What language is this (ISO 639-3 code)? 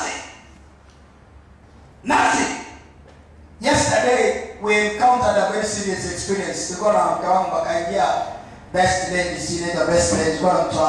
swa